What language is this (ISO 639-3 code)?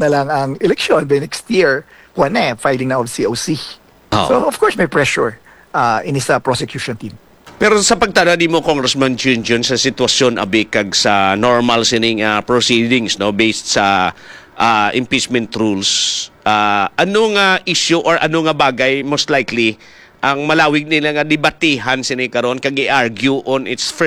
hil